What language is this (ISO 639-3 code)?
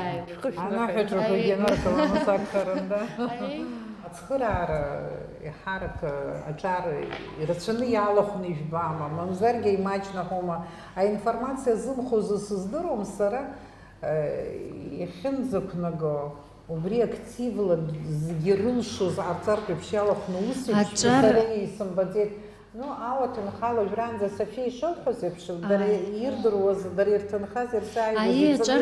abk